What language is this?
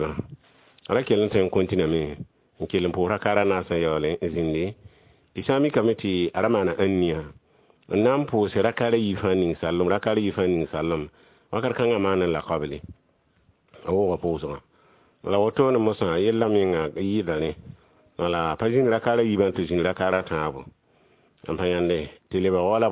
Mossi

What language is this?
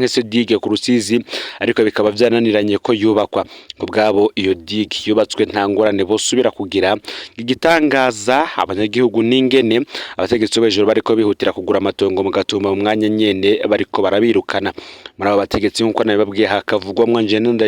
Rundi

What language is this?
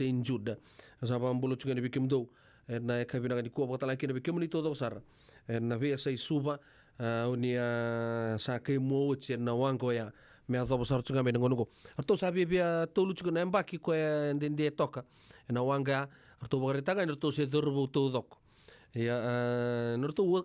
Fijian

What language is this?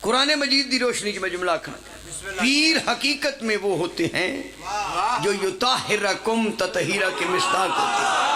Pahari-Potwari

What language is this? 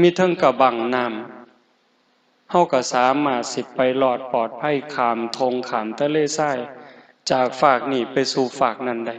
Northeastern Thai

